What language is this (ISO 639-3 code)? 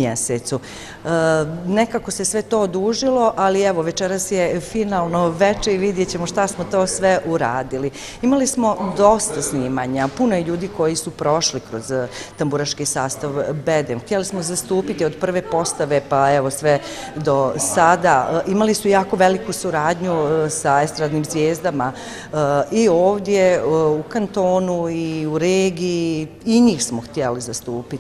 bos